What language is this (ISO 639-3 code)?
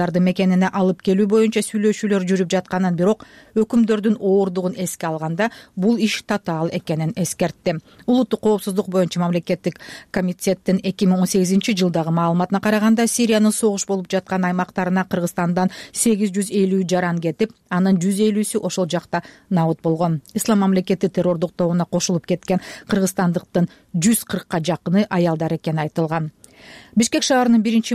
kir